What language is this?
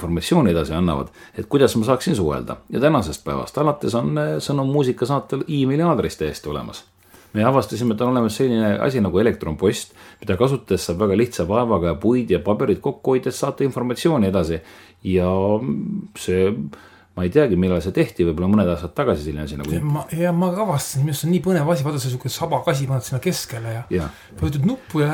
Estonian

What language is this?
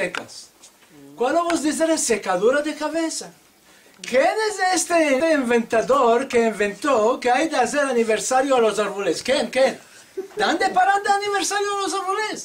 Ladino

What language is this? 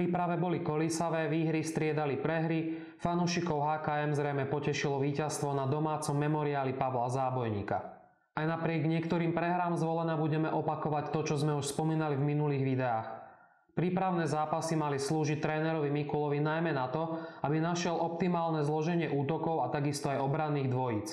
Slovak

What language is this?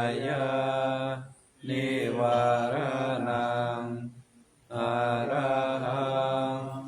Pali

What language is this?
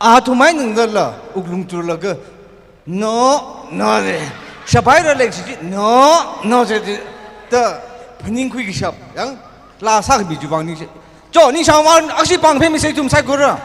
Tangkhul Naga (India)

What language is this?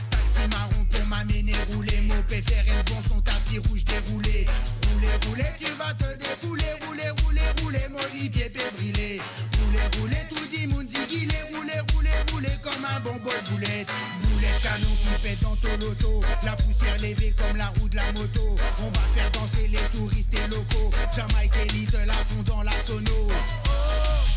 Morisyen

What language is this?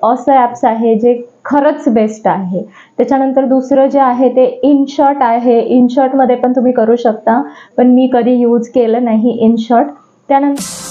Marathi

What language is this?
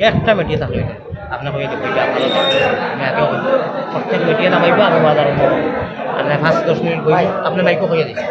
Sylheti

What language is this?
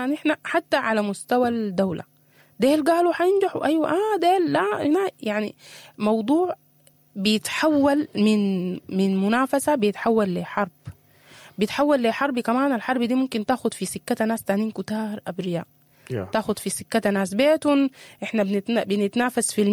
Sudanese Arabic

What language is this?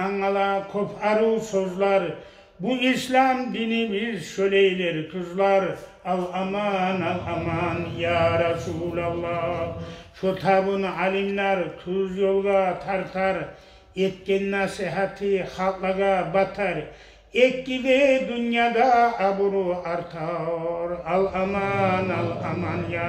Kumyk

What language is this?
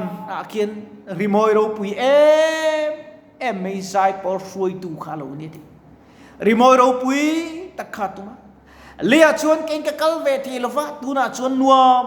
Mizo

